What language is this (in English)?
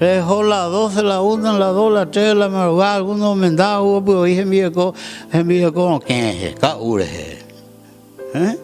Guarani